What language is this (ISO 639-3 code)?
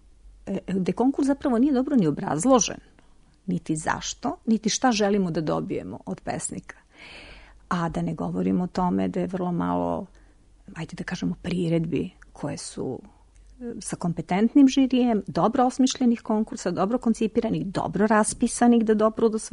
srp